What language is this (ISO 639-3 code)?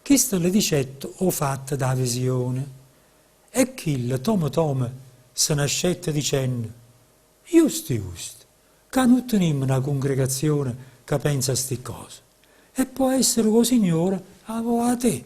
nap